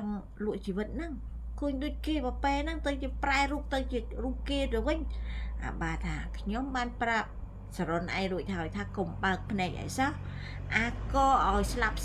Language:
Khmer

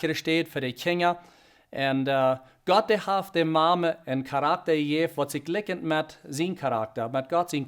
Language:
Plautdietsch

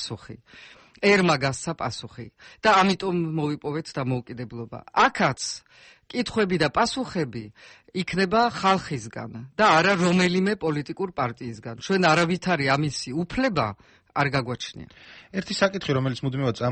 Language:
Georgian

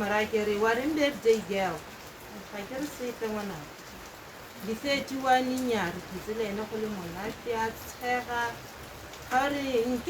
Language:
Tswana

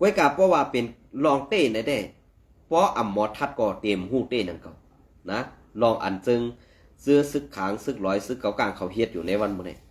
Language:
Shan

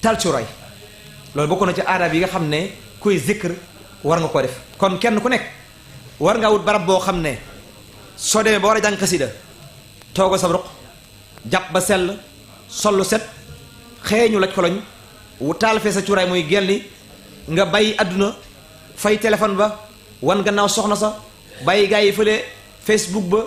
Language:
Wolof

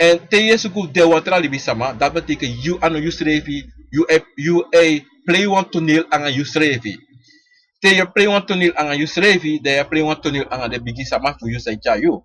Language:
Sranan Tongo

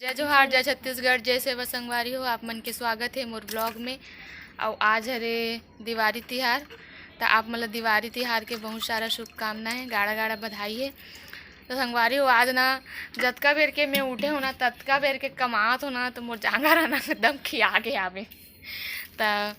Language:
Chhattisgarhi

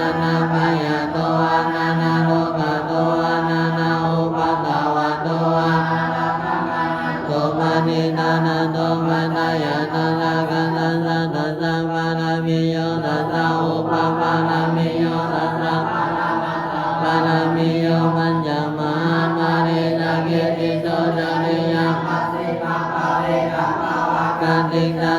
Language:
Pali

